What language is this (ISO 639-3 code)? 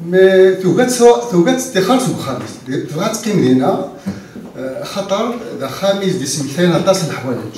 kab